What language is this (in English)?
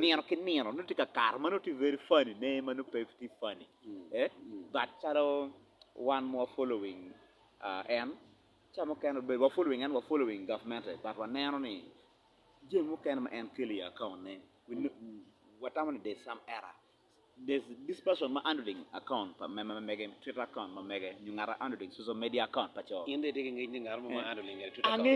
Acoli